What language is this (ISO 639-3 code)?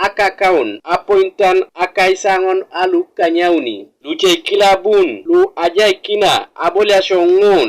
teo